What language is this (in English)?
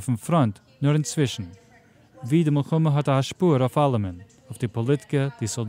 Yiddish